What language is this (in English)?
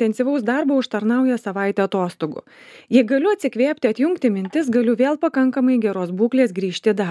Lithuanian